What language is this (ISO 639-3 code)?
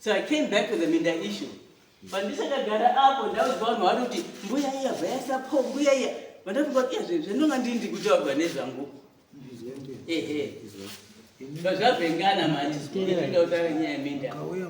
sna